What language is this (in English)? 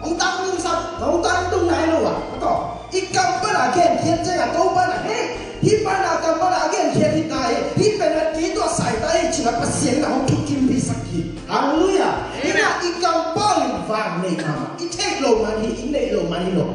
Tedim Chin